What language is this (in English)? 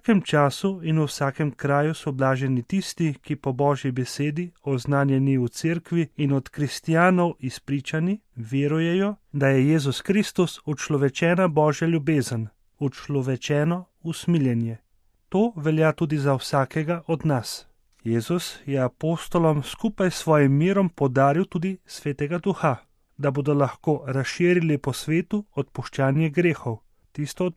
Slovenian